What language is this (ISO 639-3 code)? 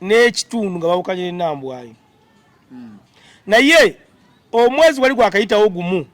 lug